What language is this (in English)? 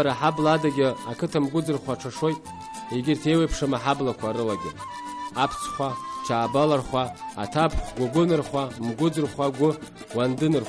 Abkhazian